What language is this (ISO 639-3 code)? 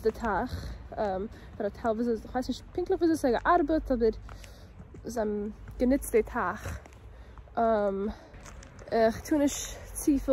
yid